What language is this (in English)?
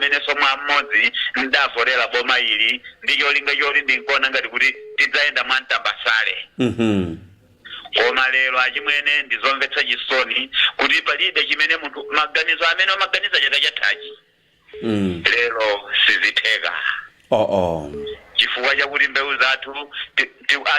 Nyanja